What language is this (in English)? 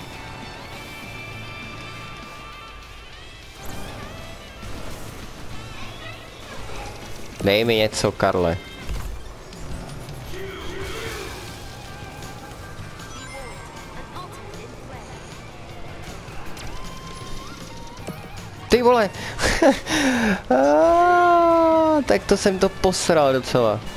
Czech